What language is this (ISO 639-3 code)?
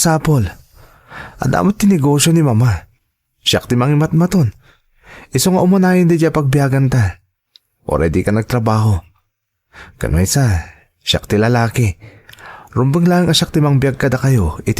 ilo